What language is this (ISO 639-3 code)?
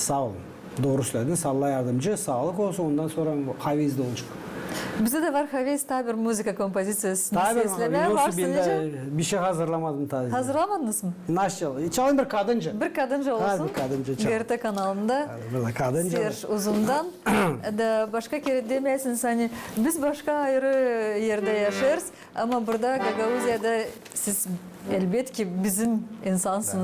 gag